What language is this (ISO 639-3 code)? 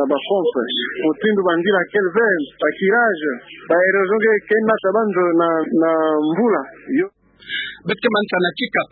ktu